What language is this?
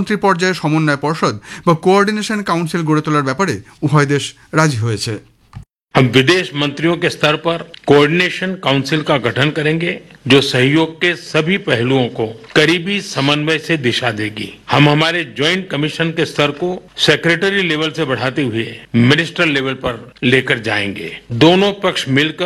Bangla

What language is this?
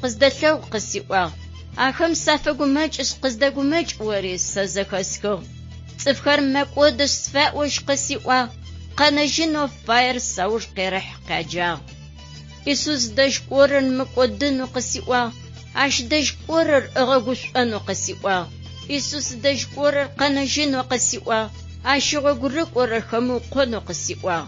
Adyghe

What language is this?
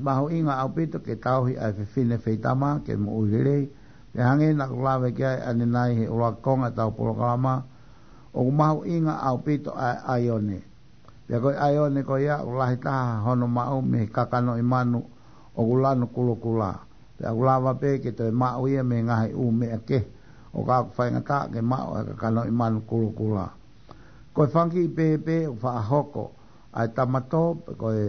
Tongan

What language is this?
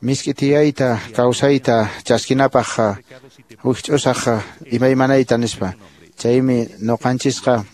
Quechua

